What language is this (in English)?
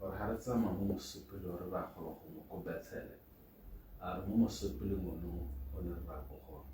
Tswana